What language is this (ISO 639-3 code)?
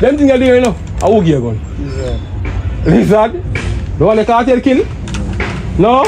jam